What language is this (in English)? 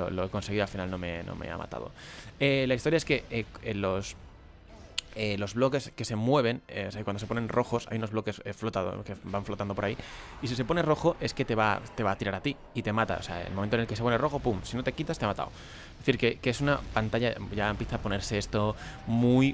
Spanish